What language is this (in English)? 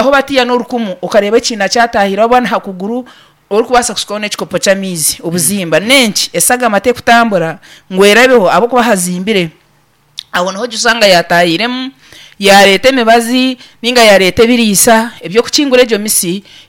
Nyankole